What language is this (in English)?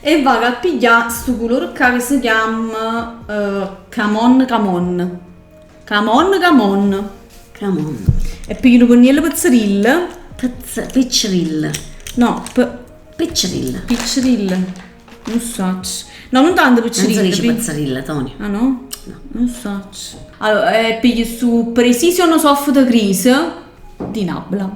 Neapolitan